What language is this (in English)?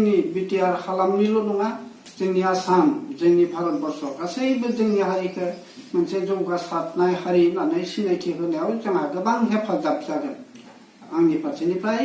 Bodo